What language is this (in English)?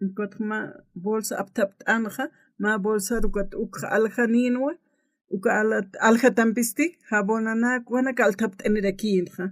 Aymara